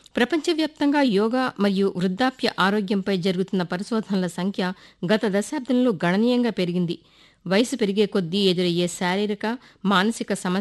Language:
Telugu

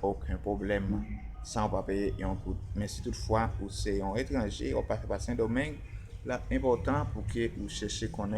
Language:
Haitian Creole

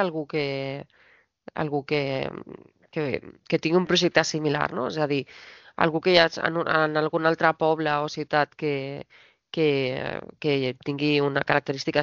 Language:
Catalan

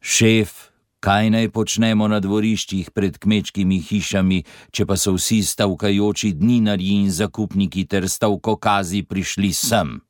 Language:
Slovenian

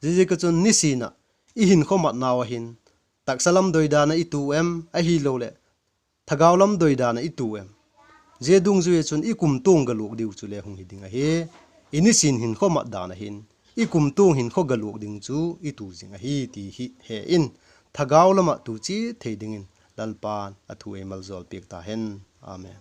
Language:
Vaiphei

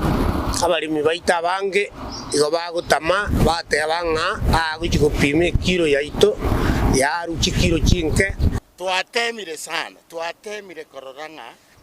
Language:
Gusii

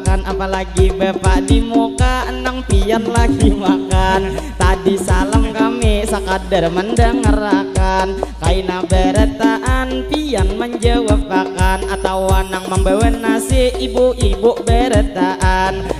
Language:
Banjar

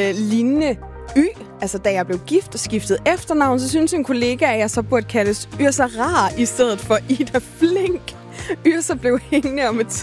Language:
Danish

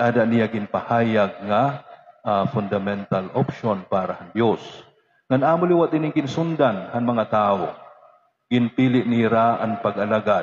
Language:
Waray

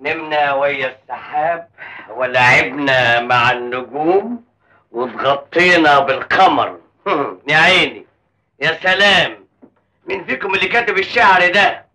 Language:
Egyptian Arabic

